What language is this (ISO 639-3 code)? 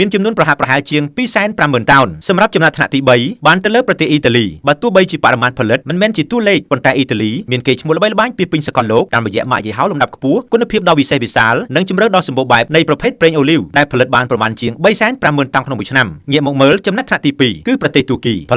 khm